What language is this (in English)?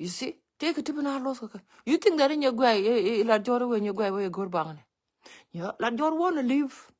Nuer